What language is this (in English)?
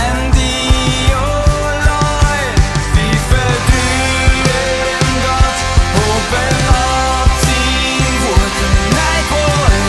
Plautdietsch